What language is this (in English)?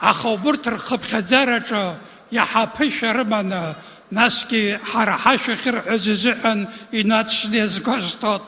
Abkhazian